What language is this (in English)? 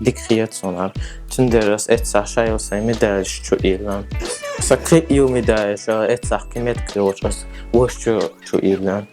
Chechen